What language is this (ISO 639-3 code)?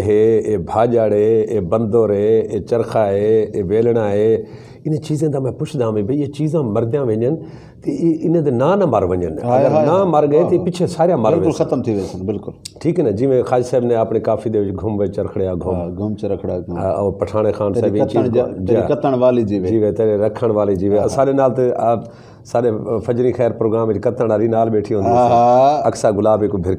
skr